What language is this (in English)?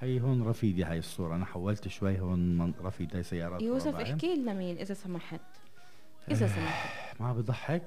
North Levantine Arabic